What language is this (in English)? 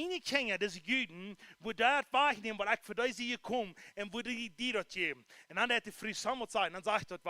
Plautdietsch